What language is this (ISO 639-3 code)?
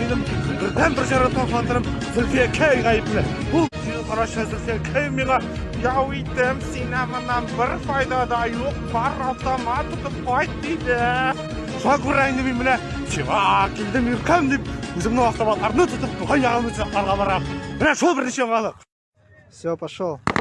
tat